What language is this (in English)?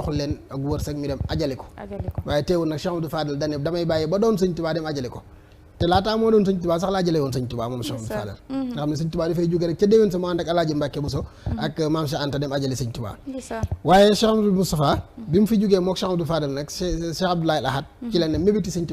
Wolof